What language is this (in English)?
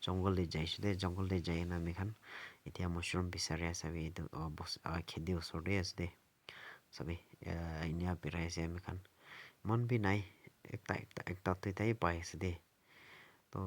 Naga Pidgin